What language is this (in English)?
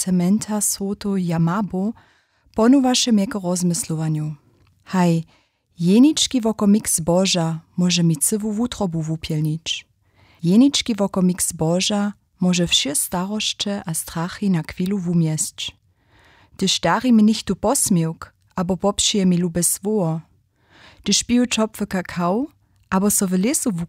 Upper Sorbian